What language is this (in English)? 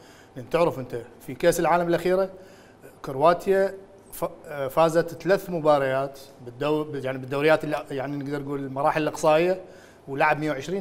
Mesopotamian Arabic